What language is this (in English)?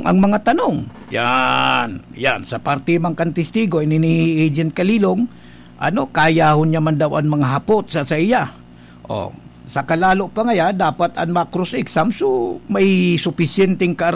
Bikol